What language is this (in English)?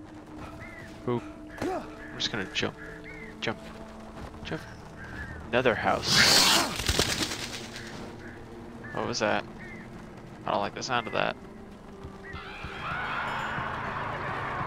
English